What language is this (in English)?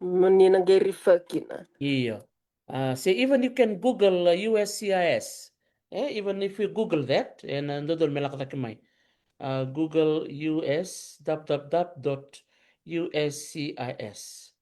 Fijian